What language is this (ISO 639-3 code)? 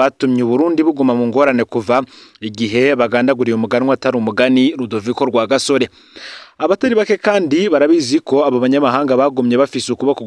run